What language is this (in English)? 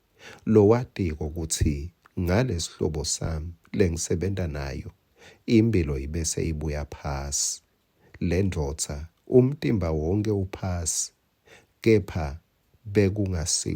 Swati